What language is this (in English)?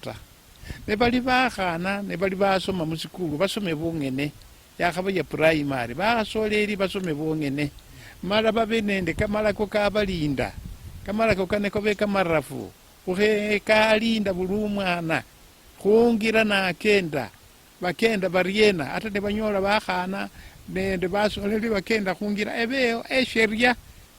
Luyia